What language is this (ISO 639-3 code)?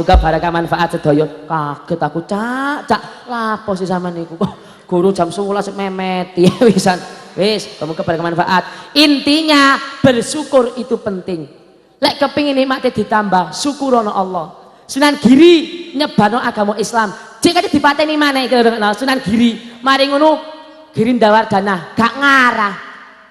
jav